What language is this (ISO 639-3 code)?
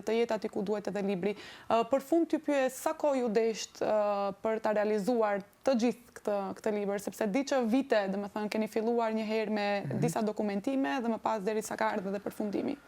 sqi